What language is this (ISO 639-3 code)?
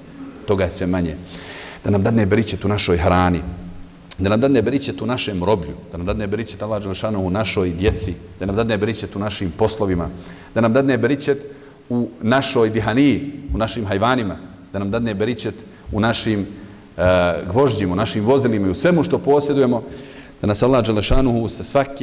bos